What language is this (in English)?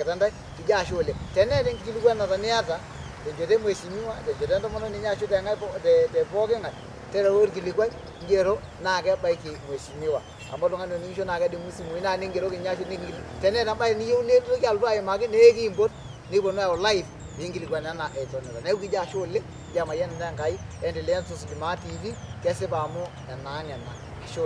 Masai